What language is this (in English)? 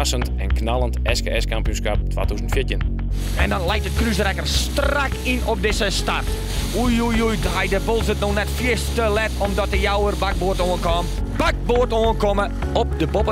Western Frisian